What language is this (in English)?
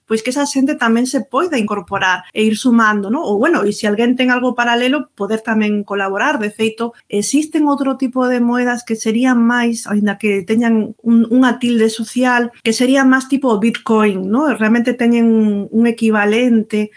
Galician